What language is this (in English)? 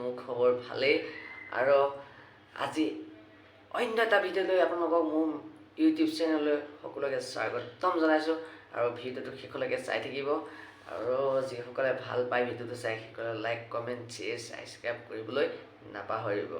Assamese